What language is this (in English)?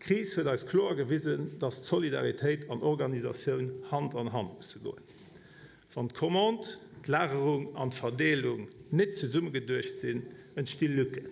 Luxembourgish